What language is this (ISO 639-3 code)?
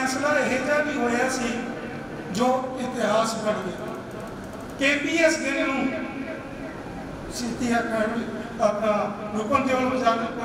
pan